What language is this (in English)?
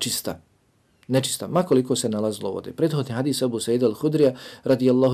Bosnian